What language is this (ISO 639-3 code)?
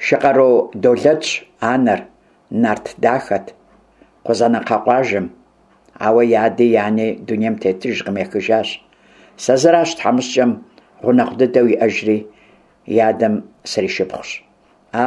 kbd